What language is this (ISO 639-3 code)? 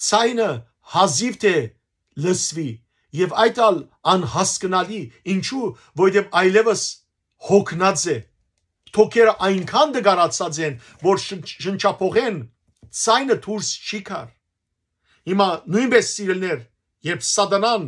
hyw